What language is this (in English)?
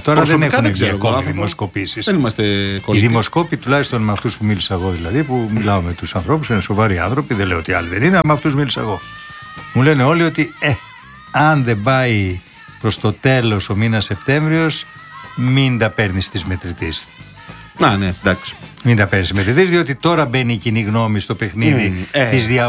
Greek